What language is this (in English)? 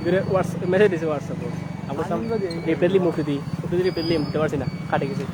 Sylheti